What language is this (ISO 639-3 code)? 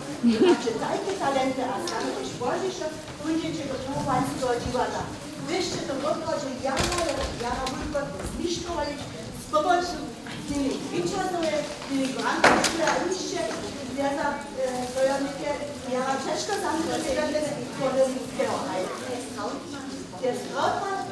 hsb